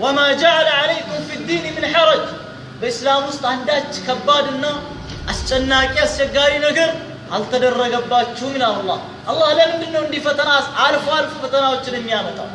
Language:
Amharic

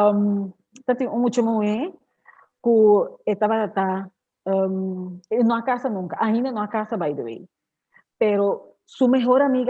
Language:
Papiamento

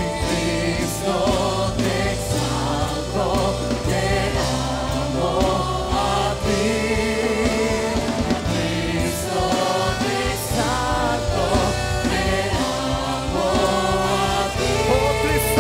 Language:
Spanish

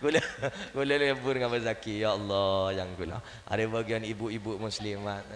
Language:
Madurese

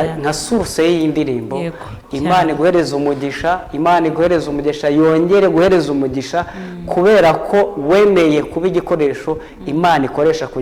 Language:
Kinyarwanda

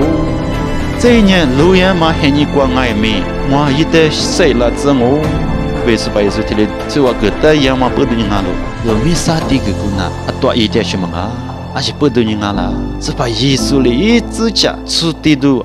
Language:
Lisu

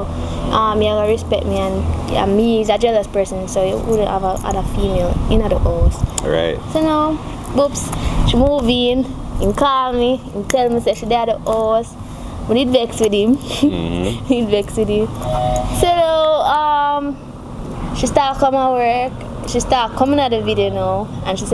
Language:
Jamaican Creole English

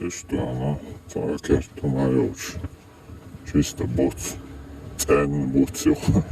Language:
Chechen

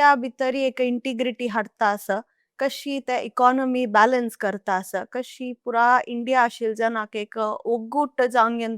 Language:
Konkani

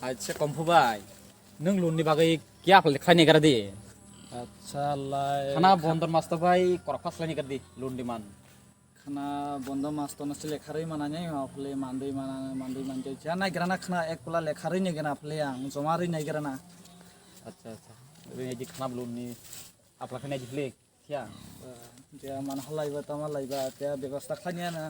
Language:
Kok Borok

